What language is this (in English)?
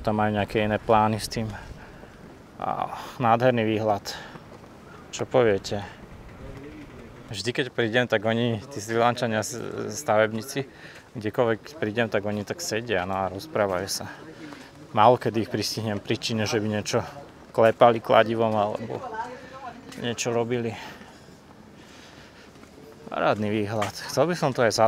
Slovak